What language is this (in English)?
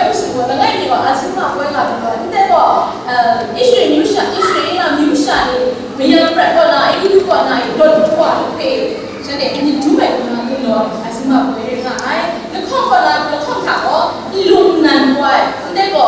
Kachin